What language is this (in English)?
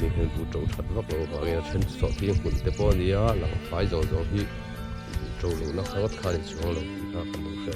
Mizo